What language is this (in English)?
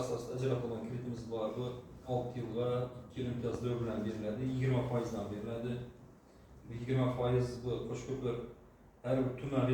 Uzbek